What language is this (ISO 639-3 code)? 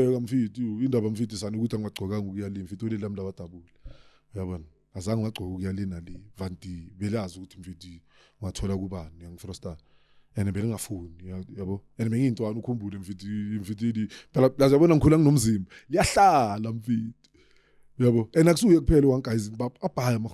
zul